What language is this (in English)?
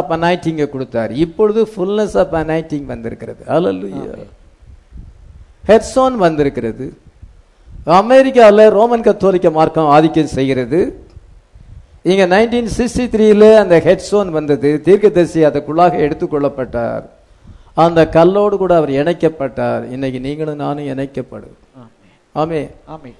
Tamil